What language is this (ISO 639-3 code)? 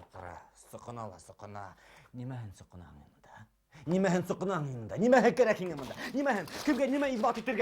bak